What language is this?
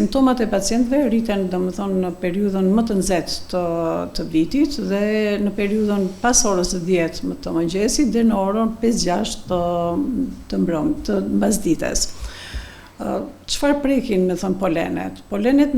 Albanian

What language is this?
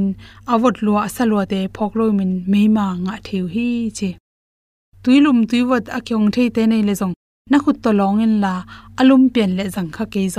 Tedim Chin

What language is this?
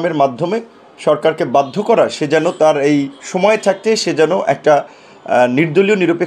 Bangla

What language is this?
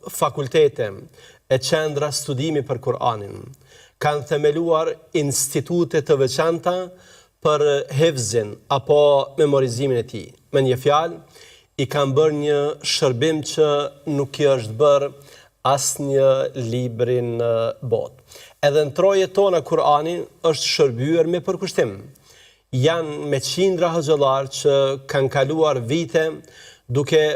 Albanian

